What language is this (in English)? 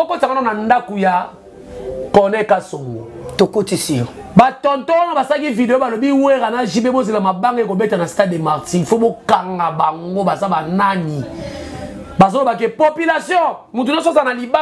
Lingala